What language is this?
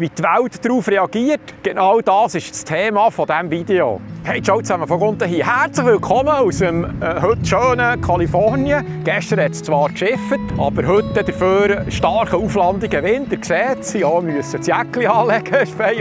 Swiss German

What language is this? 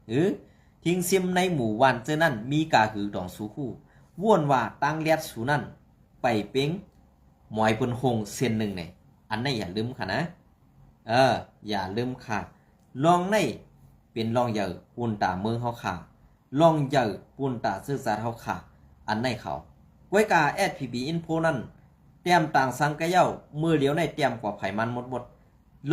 Shan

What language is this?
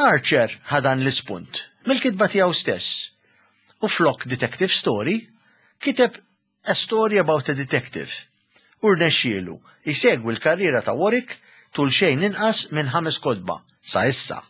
Maltese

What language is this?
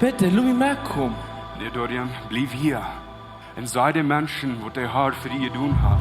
Plautdietsch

